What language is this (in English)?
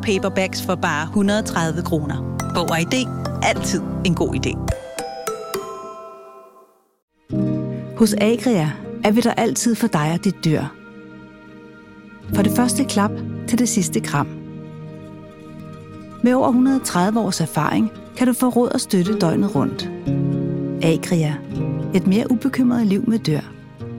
Danish